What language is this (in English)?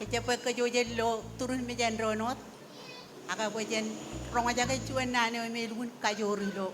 Marshallese